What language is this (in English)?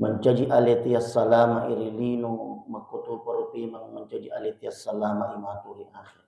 Buginese